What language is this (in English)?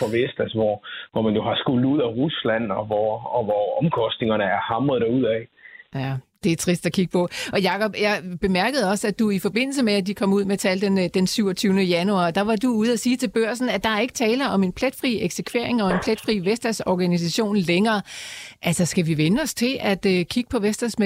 Danish